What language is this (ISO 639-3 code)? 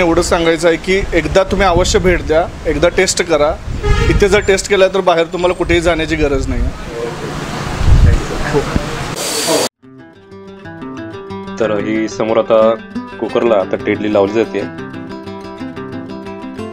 mar